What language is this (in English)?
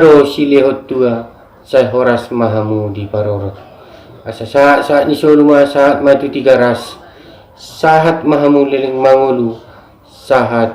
Batak Toba